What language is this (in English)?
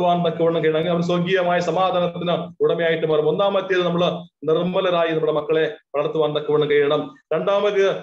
Malayalam